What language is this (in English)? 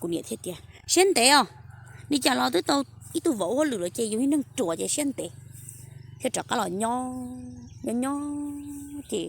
Hmong